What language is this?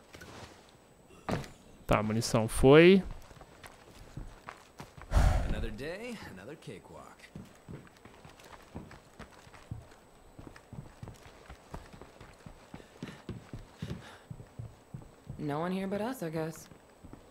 Portuguese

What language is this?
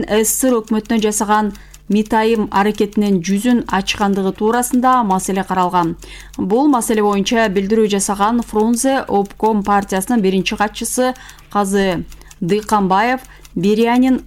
Kyrgyz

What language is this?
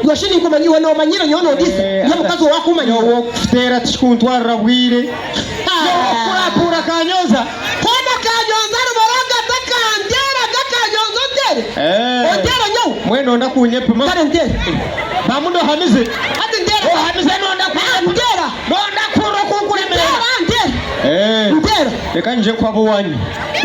Nyankole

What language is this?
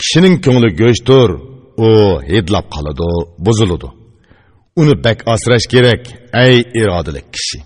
Uyghur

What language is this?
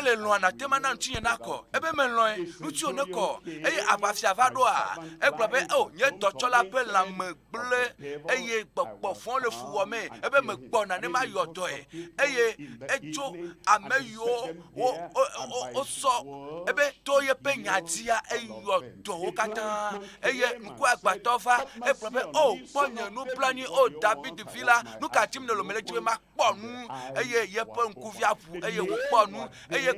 Ewe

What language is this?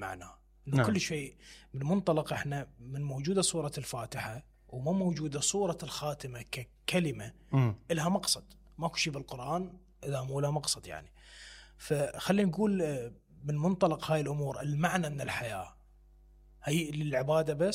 Mesopotamian Arabic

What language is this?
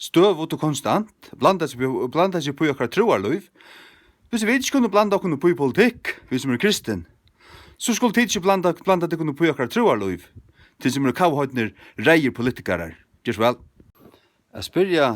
Faroese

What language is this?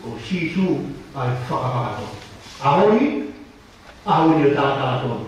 Tongan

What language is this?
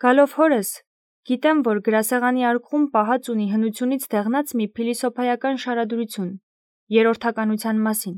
Armenian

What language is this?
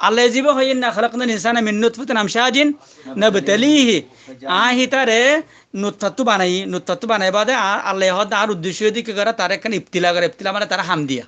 Rohingya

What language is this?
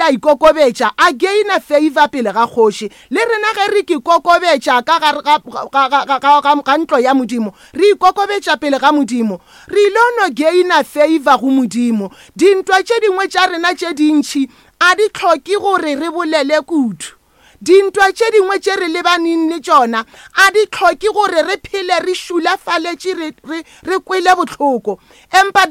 Northern Sotho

